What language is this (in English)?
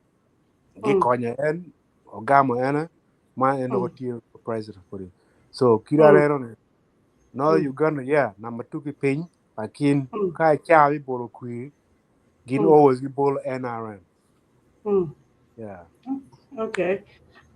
Acoli